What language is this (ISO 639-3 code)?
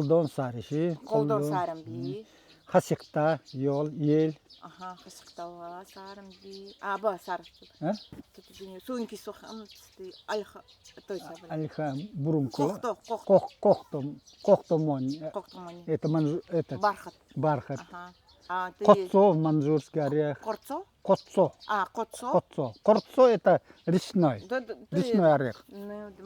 gld